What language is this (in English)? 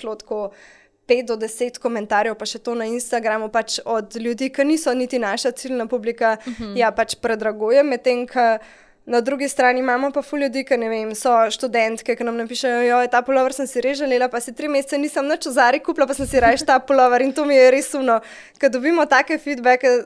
Slovenian